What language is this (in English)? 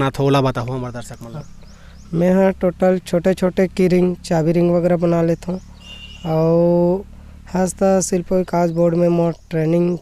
Chhattisgarhi